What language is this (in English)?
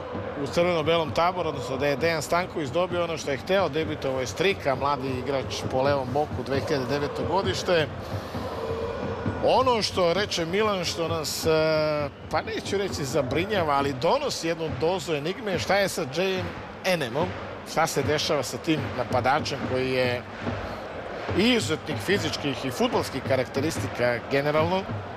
Serbian